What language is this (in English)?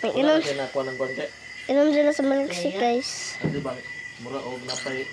Cebuano